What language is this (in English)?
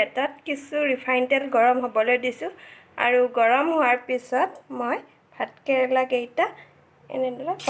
Assamese